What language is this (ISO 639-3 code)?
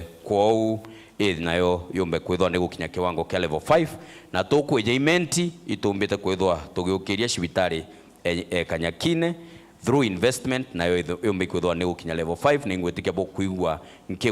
mer